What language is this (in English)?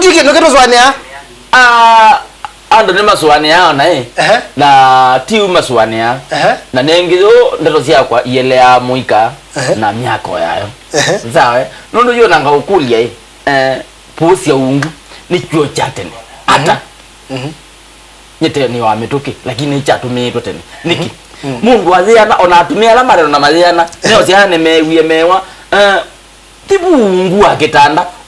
Kamba